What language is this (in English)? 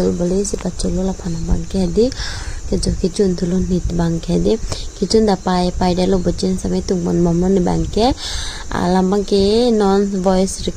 Karbi